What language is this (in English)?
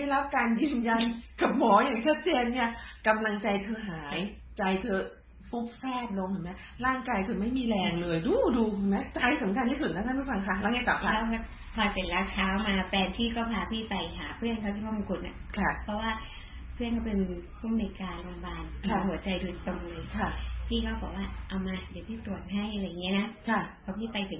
Thai